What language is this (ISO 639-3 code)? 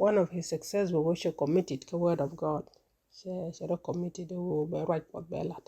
nus